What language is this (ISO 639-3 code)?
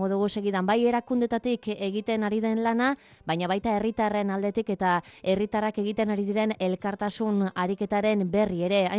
eus